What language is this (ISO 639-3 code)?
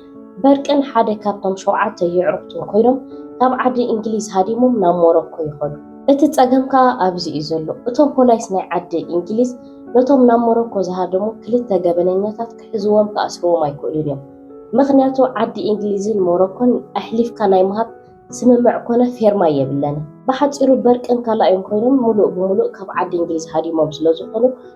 tir